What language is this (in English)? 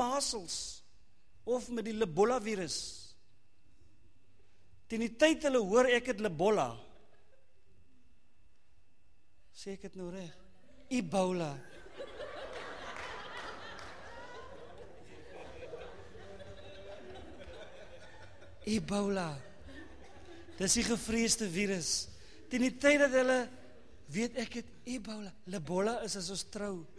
Afrikaans